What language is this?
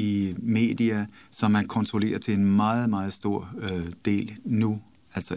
Danish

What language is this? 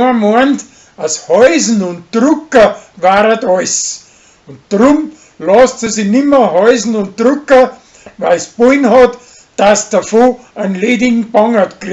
Bavarian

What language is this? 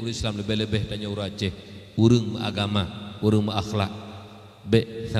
Achinese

